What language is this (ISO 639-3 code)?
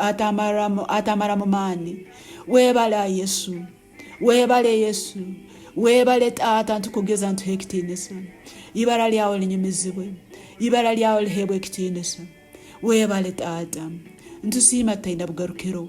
nyn